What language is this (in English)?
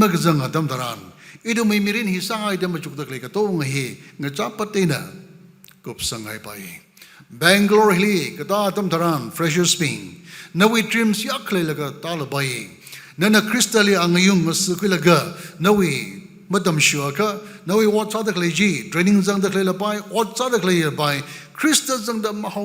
Tangkhul Naga (India)